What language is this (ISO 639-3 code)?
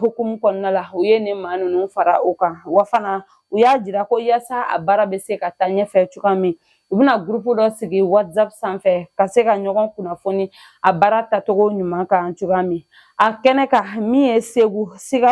bam